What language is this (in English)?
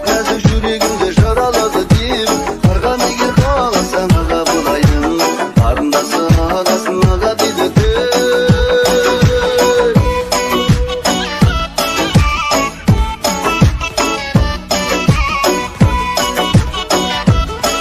Kazakh